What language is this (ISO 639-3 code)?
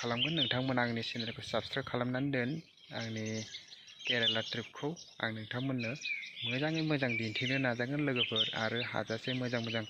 brx